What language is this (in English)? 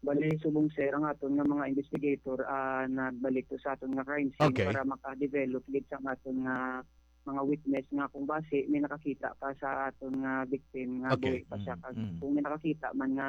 Hiligaynon